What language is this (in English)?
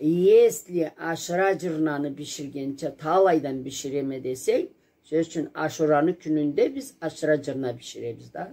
Karachay-Balkar